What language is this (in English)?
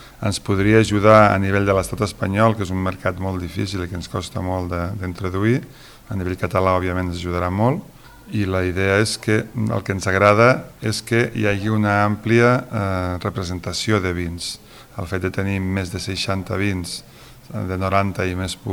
Catalan